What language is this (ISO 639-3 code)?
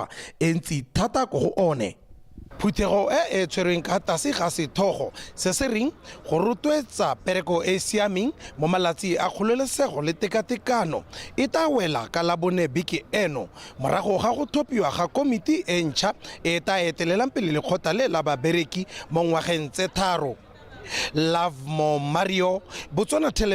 tsn